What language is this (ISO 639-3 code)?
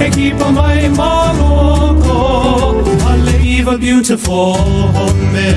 haw